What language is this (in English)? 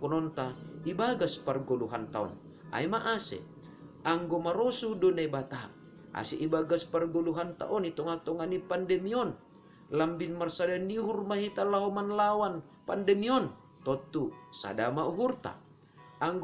Batak Simalungun